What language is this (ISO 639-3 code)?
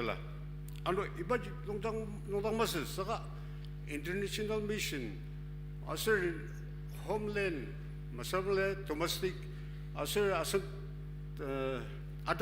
njo